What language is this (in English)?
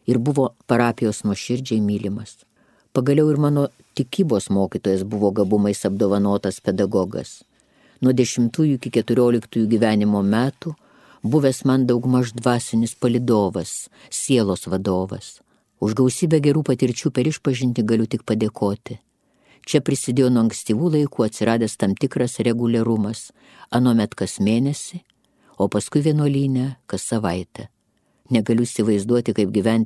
Lithuanian